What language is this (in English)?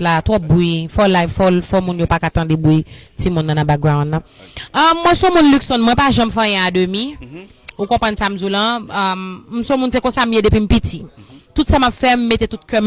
Haitian Creole